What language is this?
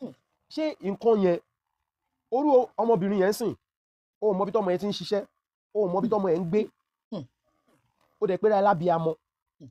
Yoruba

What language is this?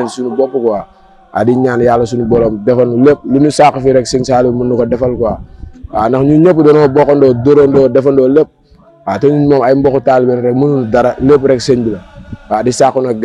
Wolof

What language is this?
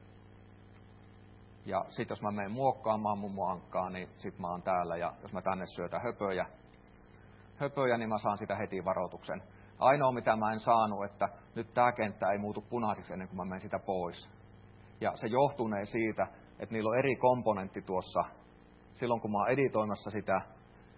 Finnish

